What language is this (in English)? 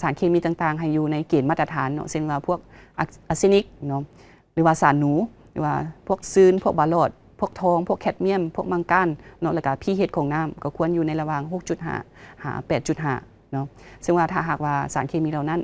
Lao